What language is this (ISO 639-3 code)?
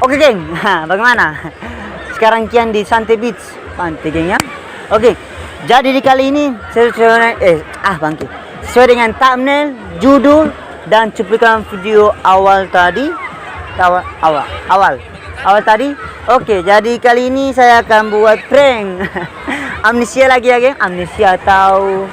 abs